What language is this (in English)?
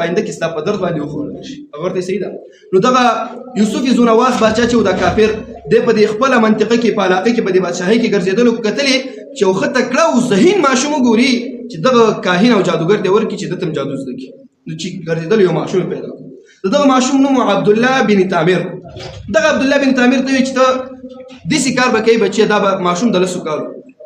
Pashto